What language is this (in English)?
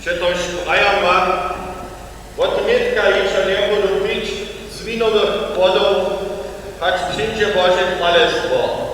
Upper Sorbian